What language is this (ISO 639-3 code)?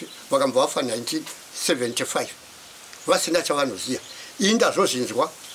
sna